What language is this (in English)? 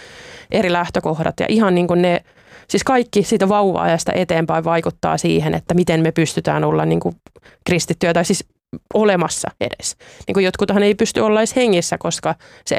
Finnish